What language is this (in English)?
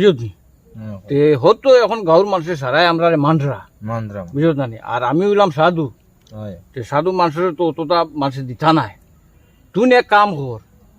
Sylheti